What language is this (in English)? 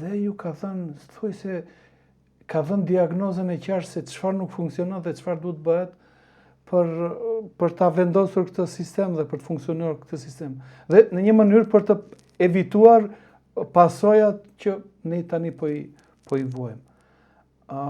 Albanian